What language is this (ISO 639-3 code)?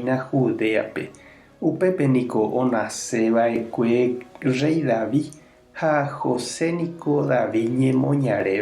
grn